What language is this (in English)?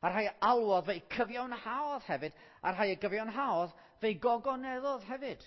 Welsh